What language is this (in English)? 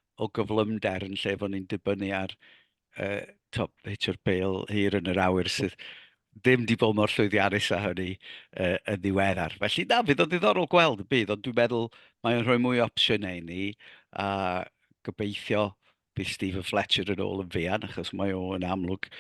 Welsh